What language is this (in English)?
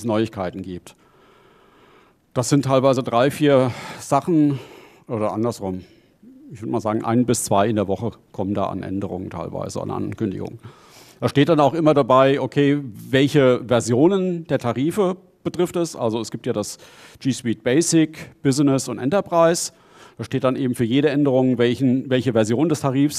German